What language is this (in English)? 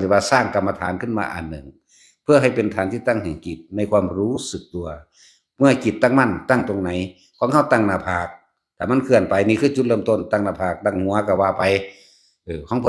Northeastern Thai